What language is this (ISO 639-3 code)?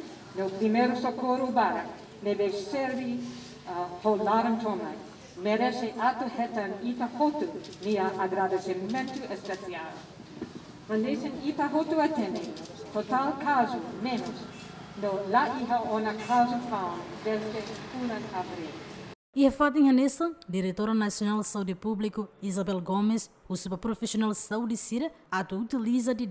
tet